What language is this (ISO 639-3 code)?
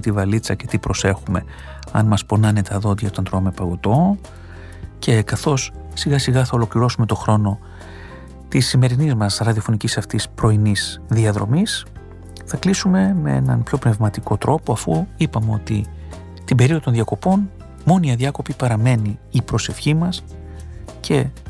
ell